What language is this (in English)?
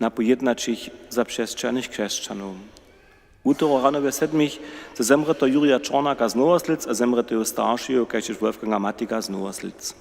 Upper Sorbian